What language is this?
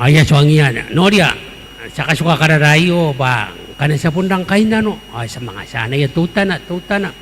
Gilbertese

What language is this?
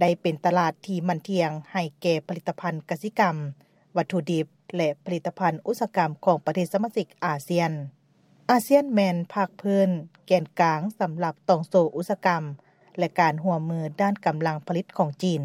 Lao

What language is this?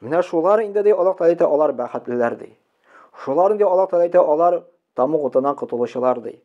Tatar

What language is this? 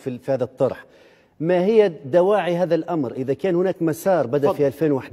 Arabic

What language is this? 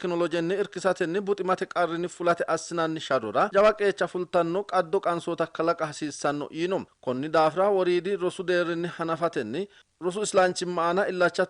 Sidamo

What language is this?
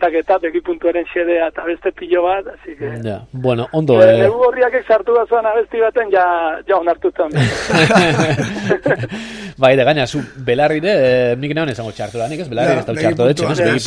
Basque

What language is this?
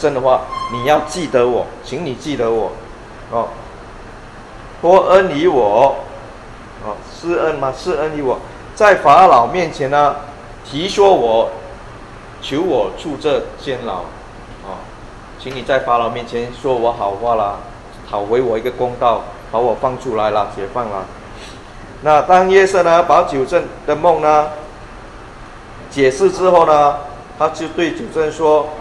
Chinese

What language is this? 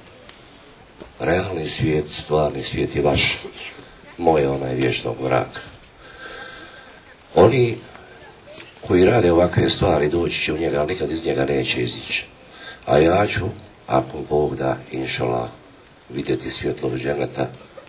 Bosnian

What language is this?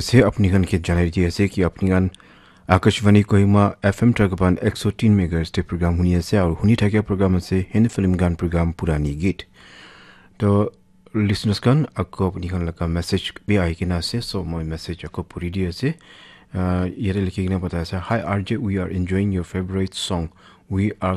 Naga Pidgin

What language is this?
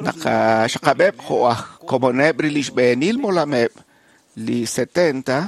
Kekchí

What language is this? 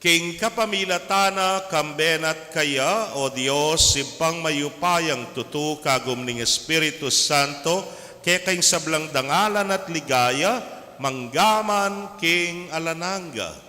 Pampanga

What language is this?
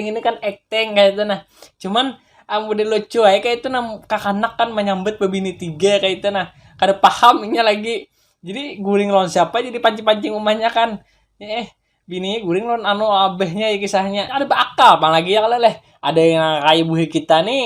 Banjar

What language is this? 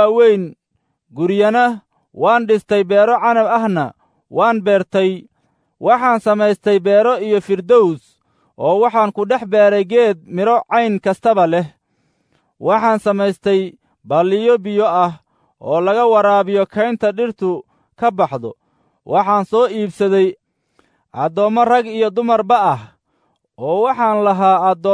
Somali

